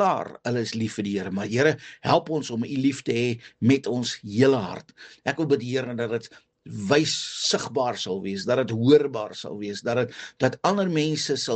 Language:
Afrikaans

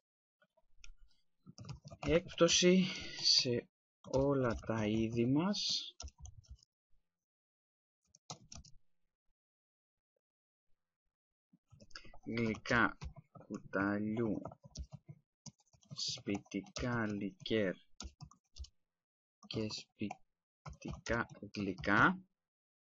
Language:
Greek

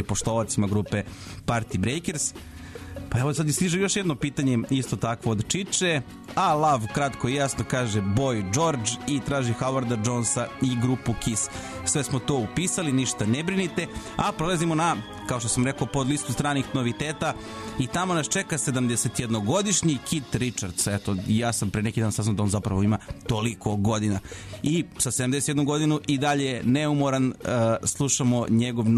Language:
Serbian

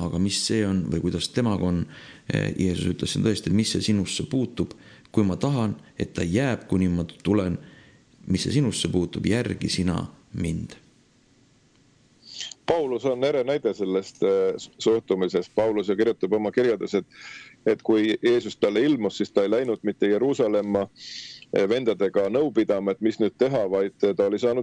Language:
Estonian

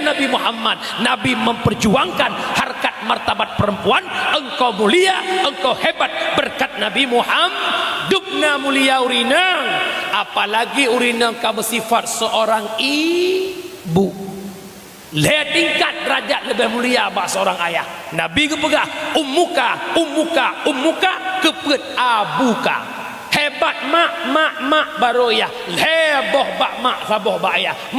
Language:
Achinese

